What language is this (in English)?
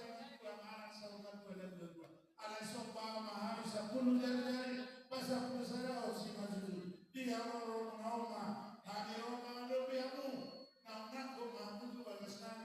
Batak Toba